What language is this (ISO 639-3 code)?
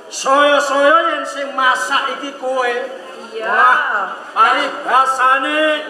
jav